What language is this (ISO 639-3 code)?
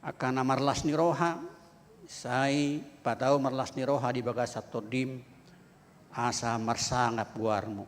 bbc